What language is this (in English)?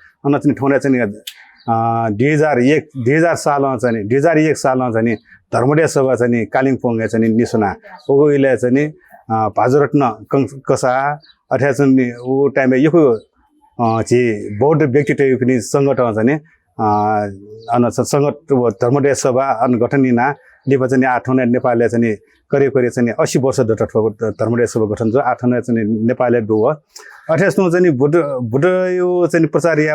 Newari